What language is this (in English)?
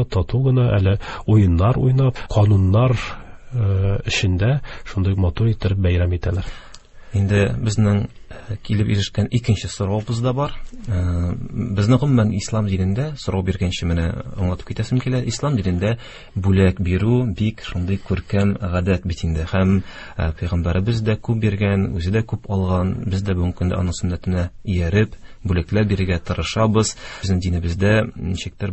Tatar